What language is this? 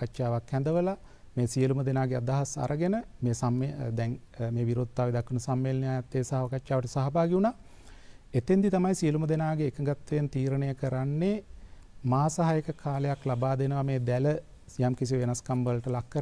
Sinhala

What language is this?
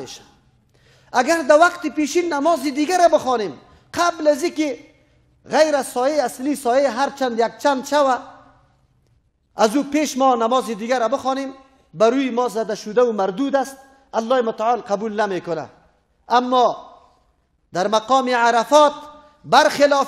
Persian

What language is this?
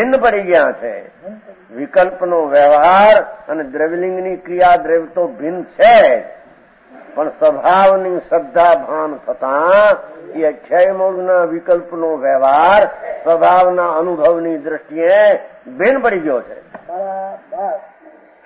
Gujarati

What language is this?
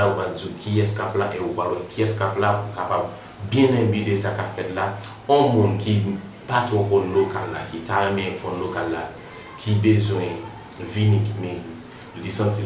Haitian Creole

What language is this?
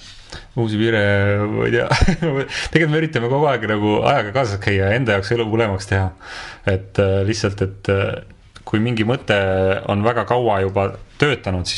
Estonian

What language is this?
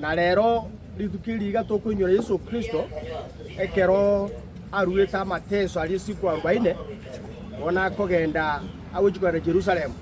Gusii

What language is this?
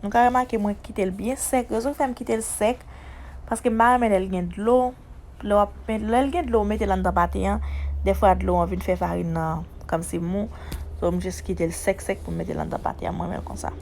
Haitian Creole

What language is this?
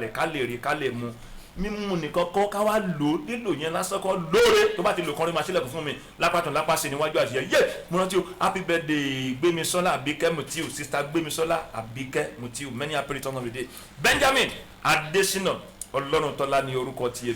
Yoruba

